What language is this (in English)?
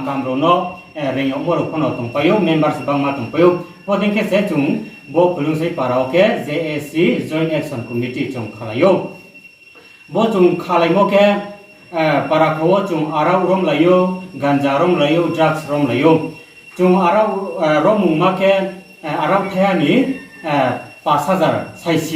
Riang (India)